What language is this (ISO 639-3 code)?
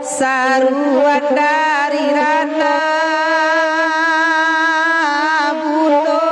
min